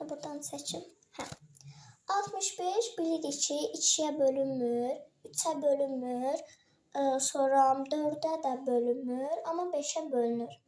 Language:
Azerbaijani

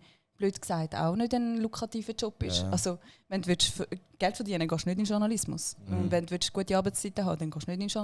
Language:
Swiss German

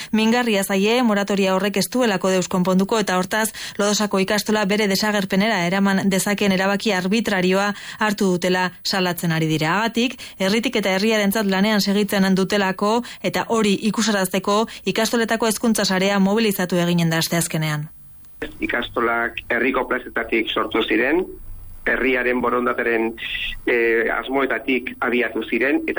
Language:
Basque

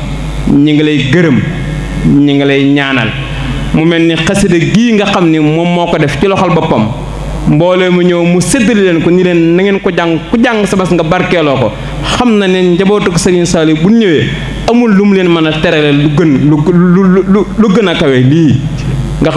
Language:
Wolof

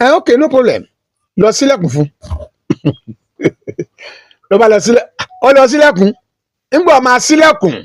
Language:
Yoruba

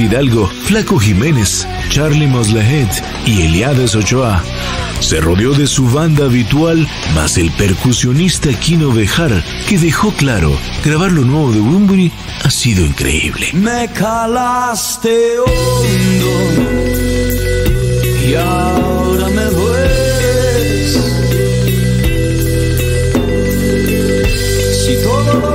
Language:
Spanish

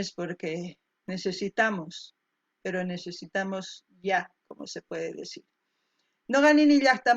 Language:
South Bolivian Quechua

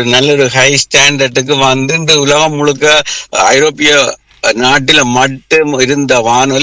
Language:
Tamil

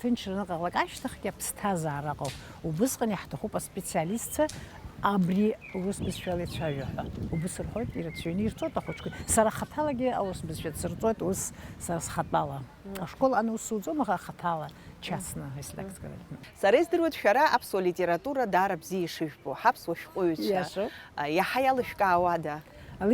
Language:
Abkhazian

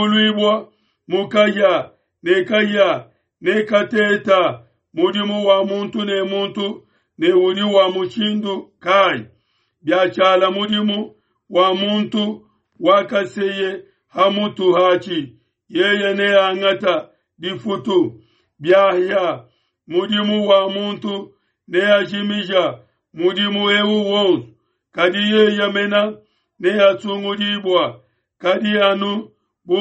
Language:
Luba-Lulua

